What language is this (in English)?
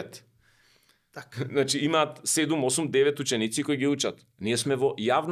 Macedonian